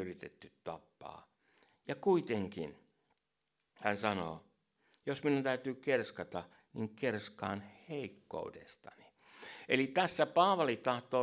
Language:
Finnish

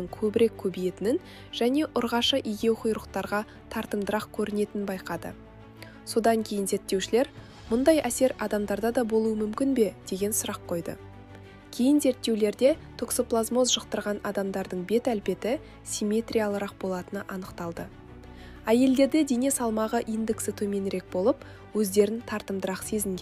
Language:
Kazakh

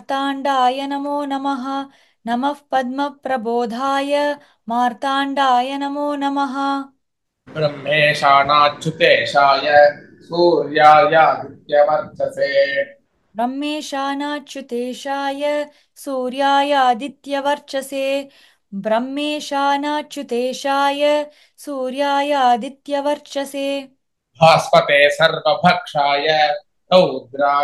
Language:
Sanskrit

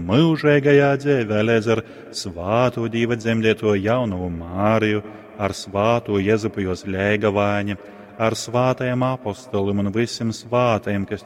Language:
Latgalian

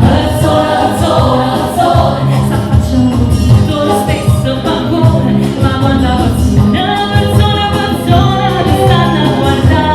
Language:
Neapolitan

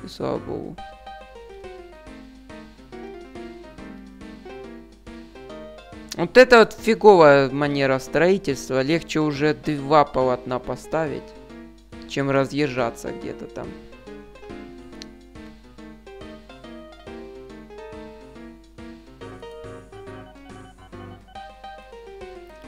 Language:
Russian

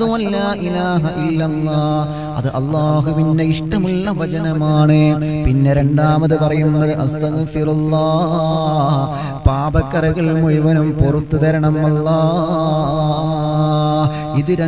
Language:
Malayalam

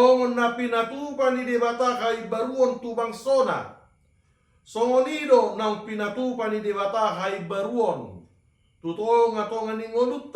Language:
Batak Toba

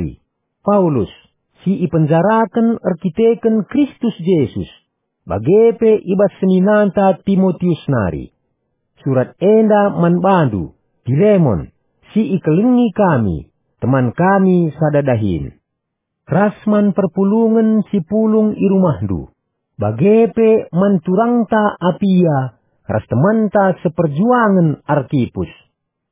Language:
Batak Karo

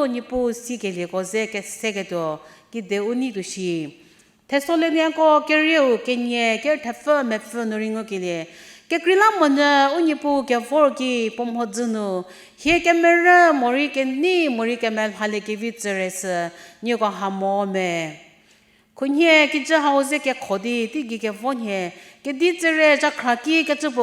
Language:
Angami Naga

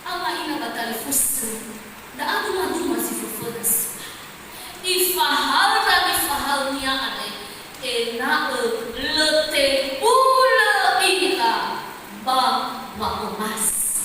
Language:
Nias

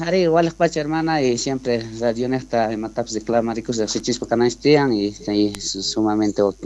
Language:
South Bolivian Quechua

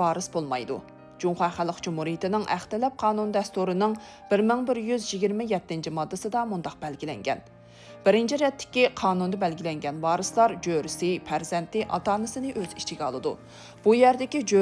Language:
Uyghur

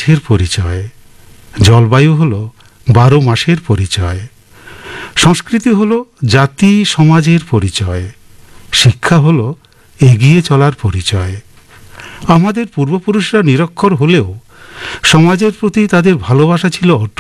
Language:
Bangla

